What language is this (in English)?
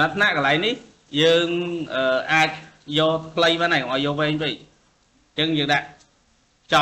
Khmer